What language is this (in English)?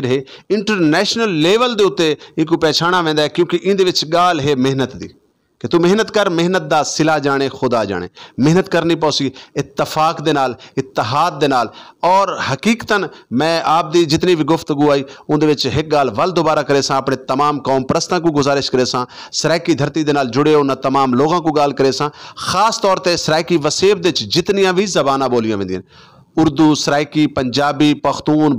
Saraiki